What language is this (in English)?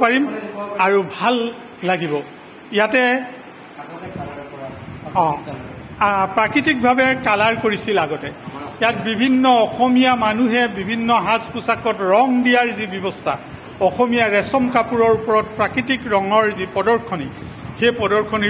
Assamese